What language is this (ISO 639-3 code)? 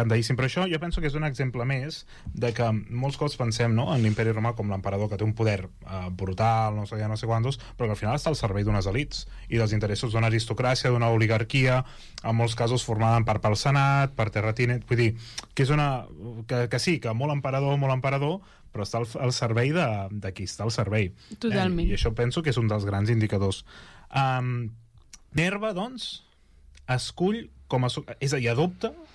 cat